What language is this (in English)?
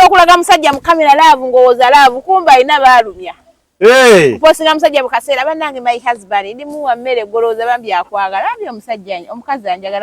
Ganda